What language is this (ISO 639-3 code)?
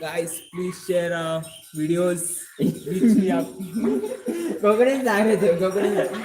kok